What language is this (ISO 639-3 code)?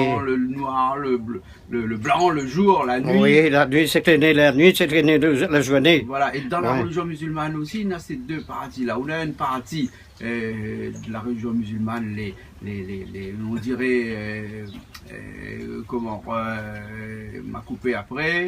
rcf